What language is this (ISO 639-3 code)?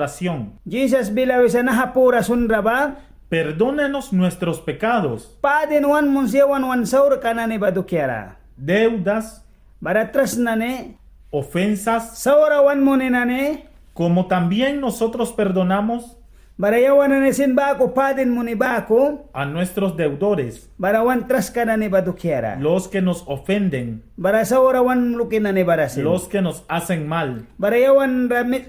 miq